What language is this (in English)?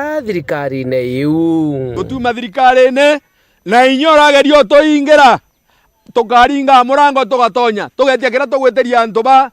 Meru